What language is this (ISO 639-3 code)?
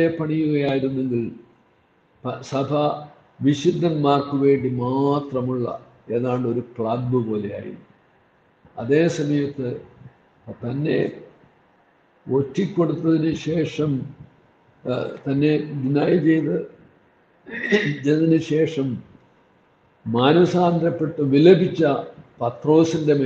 mal